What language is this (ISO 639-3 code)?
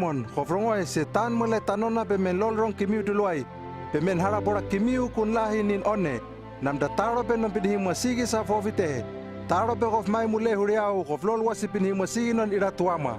lml